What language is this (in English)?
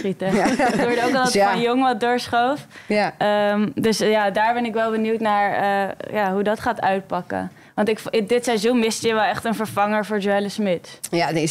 Dutch